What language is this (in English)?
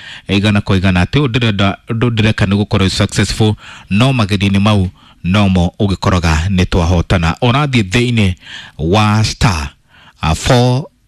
Kikuyu